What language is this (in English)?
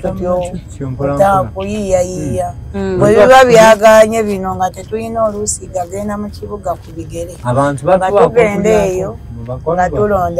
Ganda